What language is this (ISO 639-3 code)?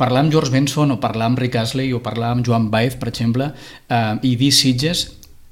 cat